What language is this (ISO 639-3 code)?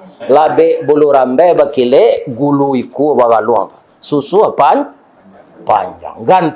min